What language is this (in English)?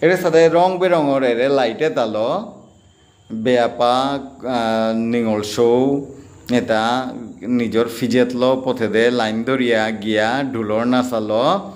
Bishnupriya